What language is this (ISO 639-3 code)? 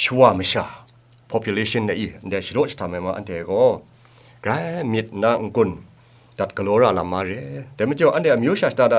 kac